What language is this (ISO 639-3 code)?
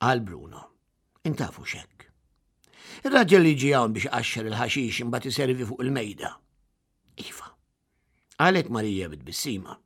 mlt